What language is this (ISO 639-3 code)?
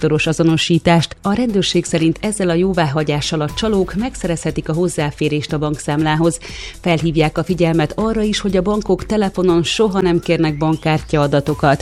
hun